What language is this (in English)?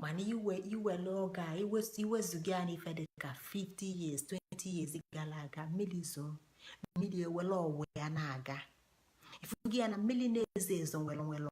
Igbo